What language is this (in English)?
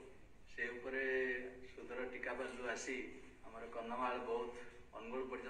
Odia